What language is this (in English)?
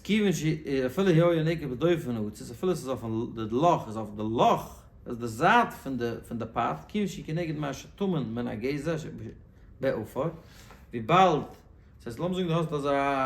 Yiddish